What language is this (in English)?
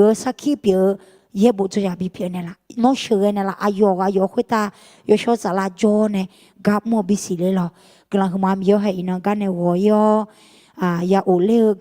Akha